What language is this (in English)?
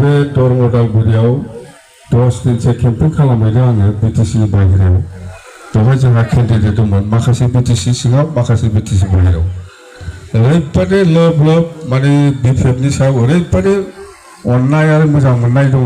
Bodo